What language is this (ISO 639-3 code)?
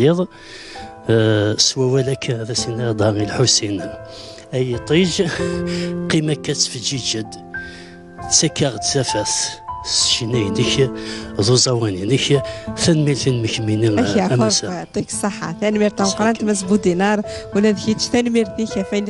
kab